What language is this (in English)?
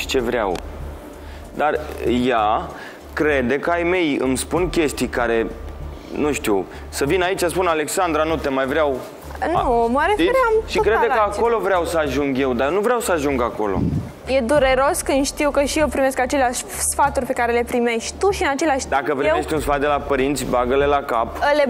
Romanian